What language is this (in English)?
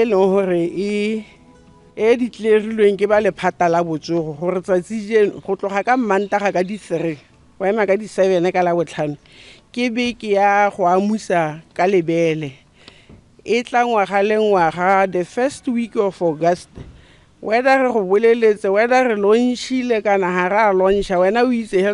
Tswana